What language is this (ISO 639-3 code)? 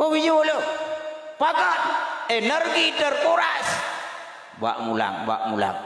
ace